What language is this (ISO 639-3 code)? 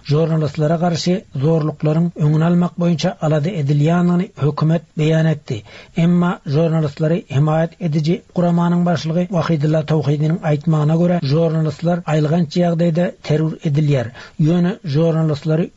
tuk